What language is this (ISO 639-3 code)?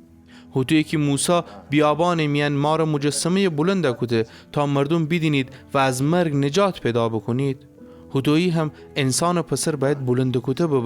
glk